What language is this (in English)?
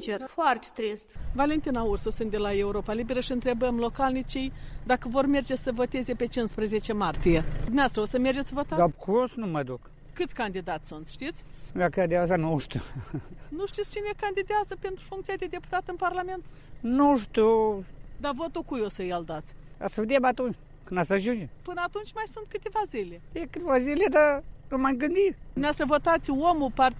Romanian